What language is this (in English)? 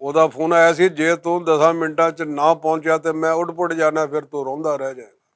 Western Panjabi